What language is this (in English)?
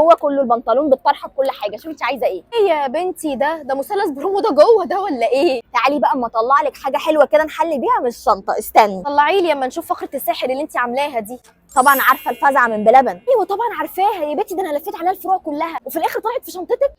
Egyptian Arabic